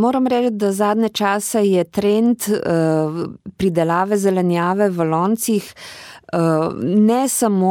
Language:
Slovenian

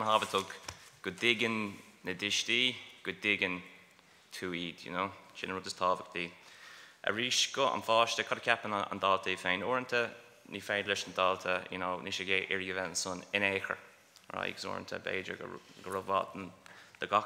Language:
Irish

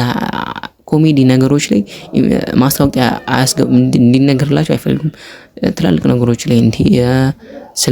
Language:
Amharic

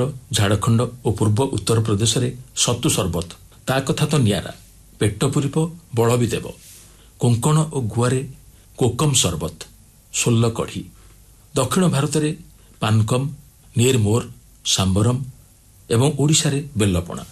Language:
Odia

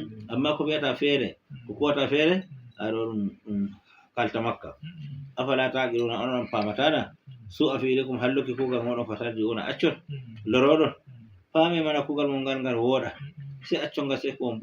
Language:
Fula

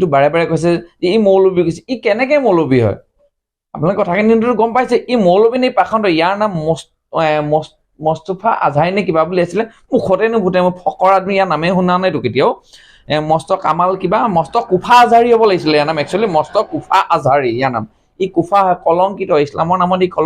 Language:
Assamese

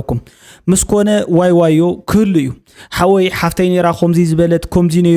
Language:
Tigrinya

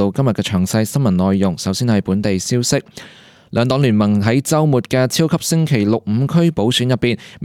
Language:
Cantonese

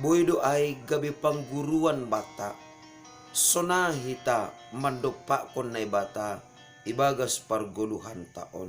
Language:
Batak Simalungun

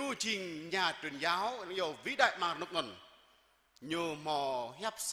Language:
Jarai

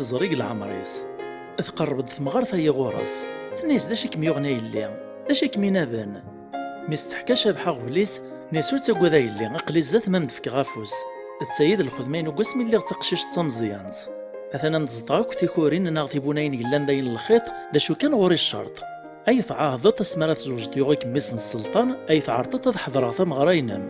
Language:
Kabyle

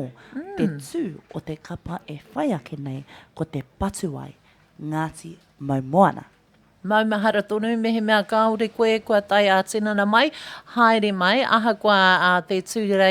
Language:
Māori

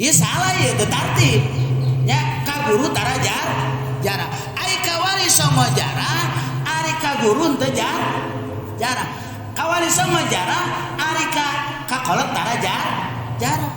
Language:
Sundanese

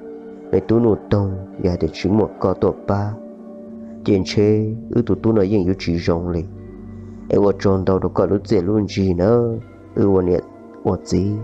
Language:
Hmong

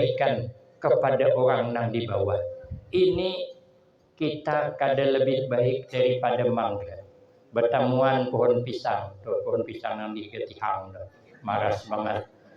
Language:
Banjar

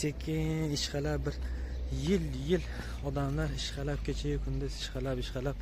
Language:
Uzbek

